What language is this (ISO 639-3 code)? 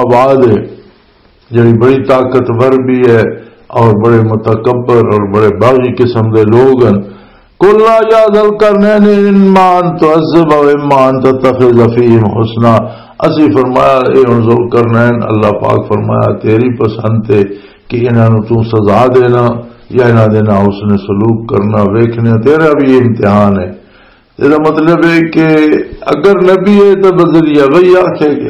lah